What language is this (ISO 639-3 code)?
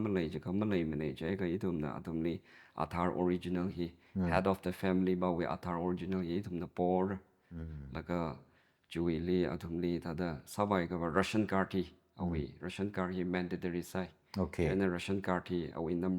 nmf